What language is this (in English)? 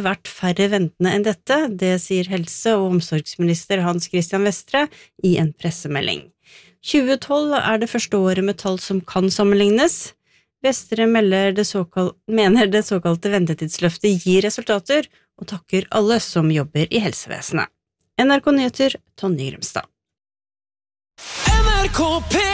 Norwegian